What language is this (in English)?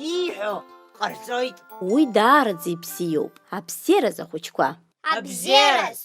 Abkhazian